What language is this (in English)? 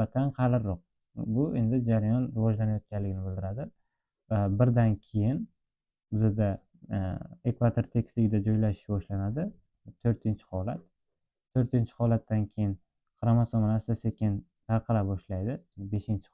Uzbek